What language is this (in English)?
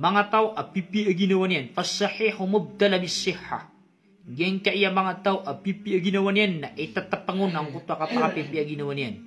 Maranao